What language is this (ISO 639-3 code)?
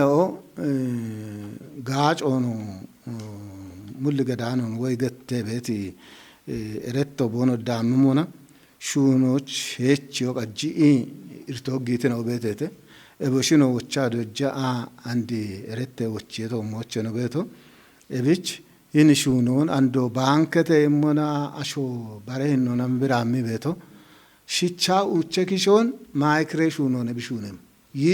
kbr